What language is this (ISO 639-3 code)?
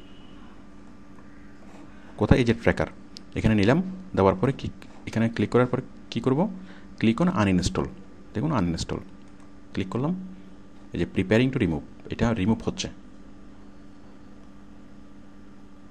ben